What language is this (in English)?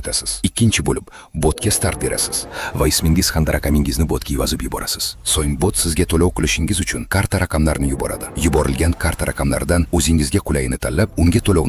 Uzbek